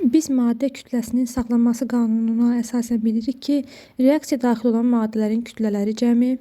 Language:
Azerbaijani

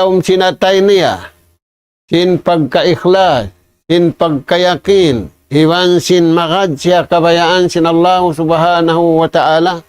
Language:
Tausug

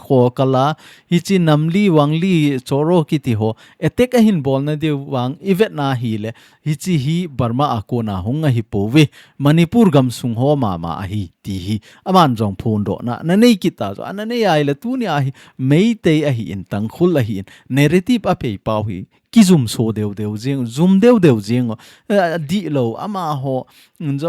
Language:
Thado Chin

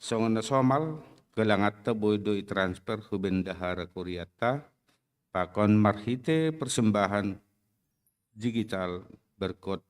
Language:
Batak Simalungun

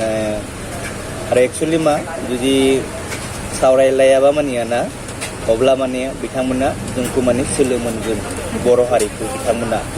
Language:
Bodo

